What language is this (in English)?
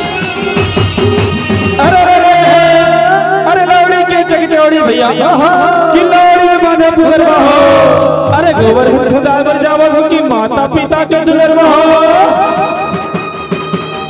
Chhattisgarhi